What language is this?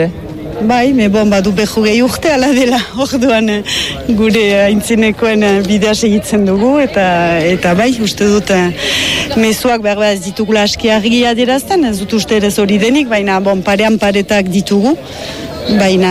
Basque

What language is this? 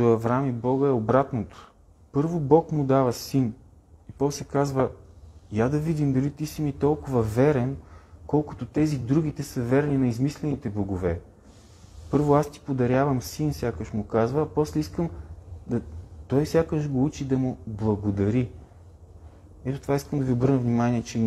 Bulgarian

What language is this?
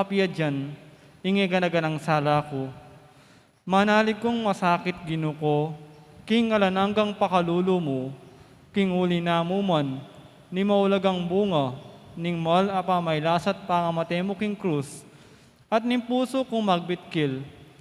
Pampanga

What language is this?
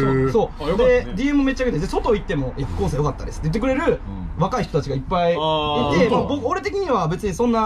Japanese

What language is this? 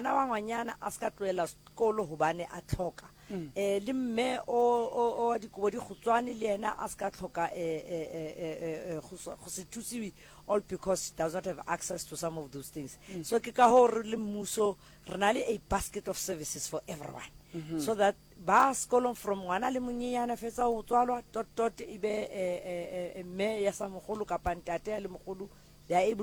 Northern Sotho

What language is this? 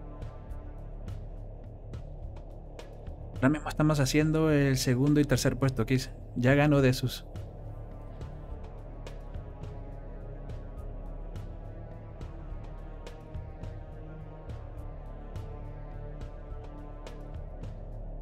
Spanish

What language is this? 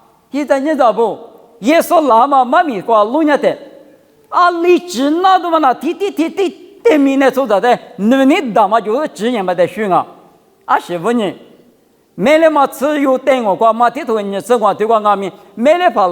Lisu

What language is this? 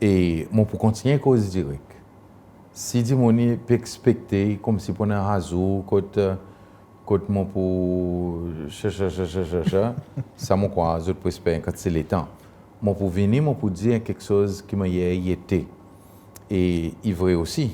Seselwa Creole French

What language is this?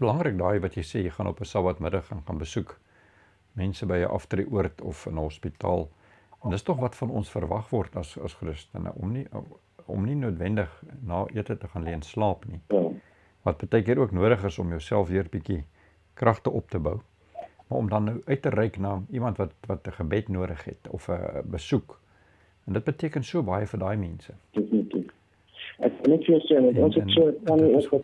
Afrikaans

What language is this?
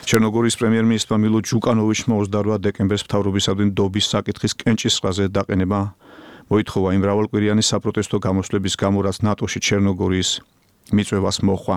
Georgian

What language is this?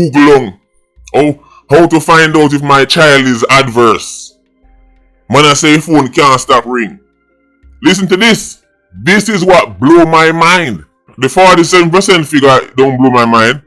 Jamaican Creole English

